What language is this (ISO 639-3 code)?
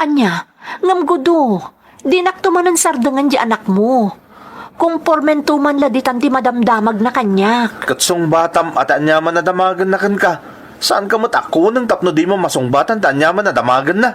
ilo